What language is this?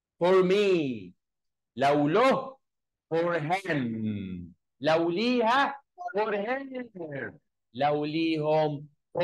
Egyptian Arabic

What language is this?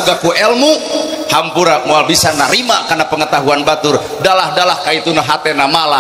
Sundanese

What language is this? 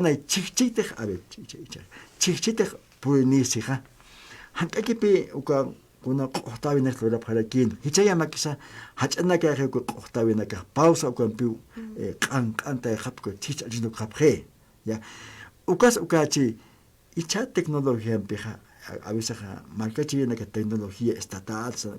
Aymara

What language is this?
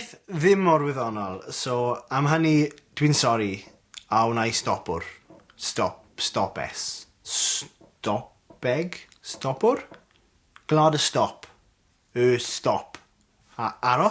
Welsh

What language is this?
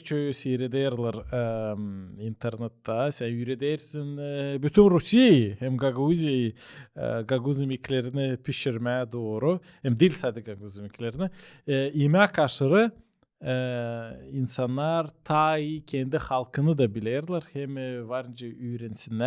Gagauz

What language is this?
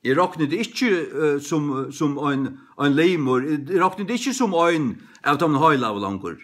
Faroese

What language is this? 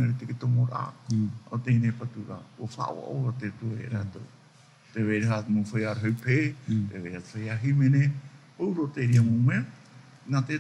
Tahitian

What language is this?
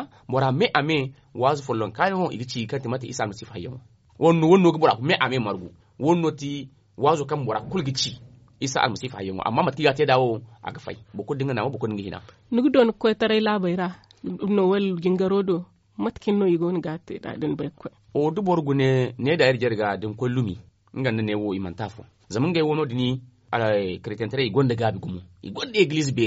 Zarma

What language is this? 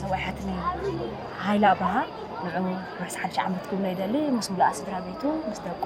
Tigrinya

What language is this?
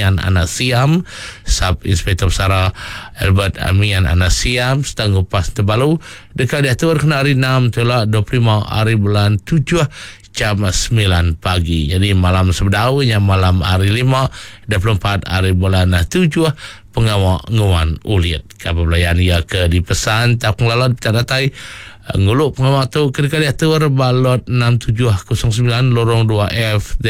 Iban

